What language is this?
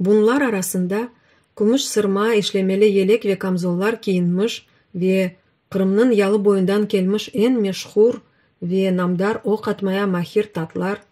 Crimean Tatar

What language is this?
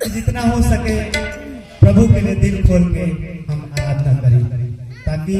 Chhattisgarhi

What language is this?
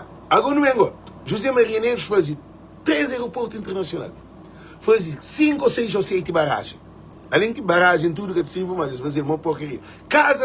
Kabuverdianu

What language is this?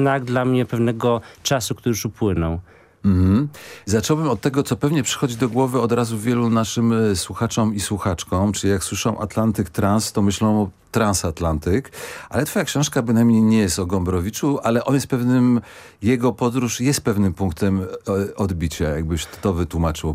Polish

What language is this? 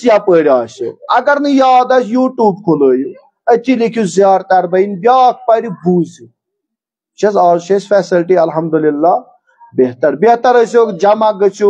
Kashmiri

